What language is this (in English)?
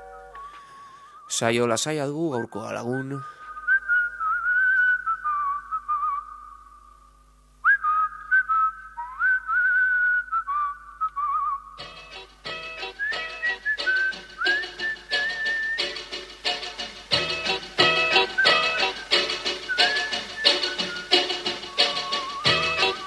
Basque